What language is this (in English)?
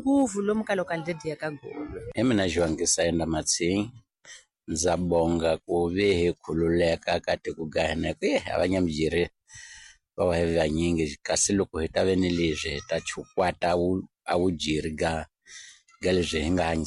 Tsonga